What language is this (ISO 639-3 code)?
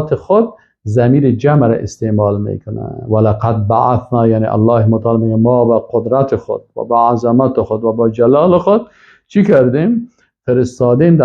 fas